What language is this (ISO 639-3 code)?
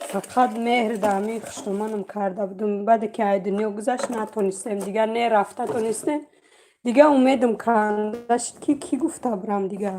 tgk